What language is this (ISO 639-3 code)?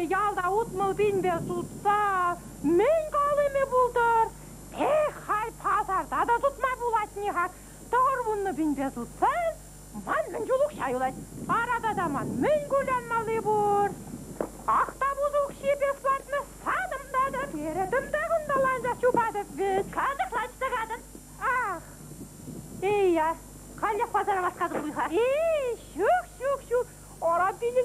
chv